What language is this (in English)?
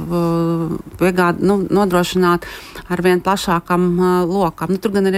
Latvian